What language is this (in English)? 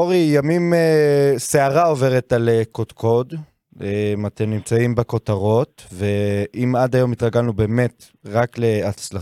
Hebrew